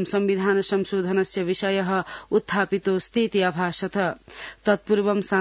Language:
Sanskrit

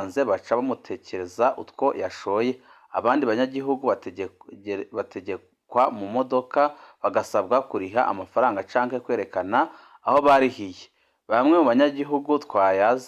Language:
Rundi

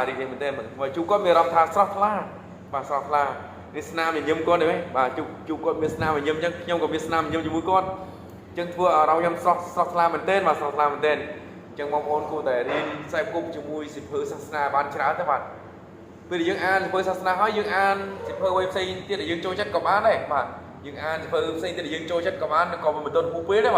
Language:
Khmer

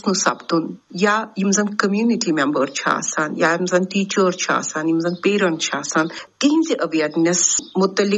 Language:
Kashmiri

